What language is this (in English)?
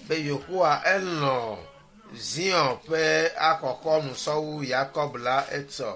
Ewe